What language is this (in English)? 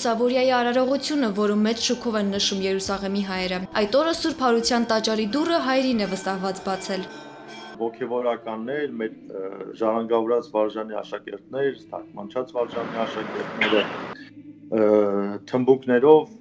Armenian